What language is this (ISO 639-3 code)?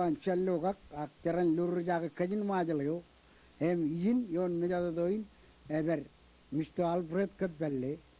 mah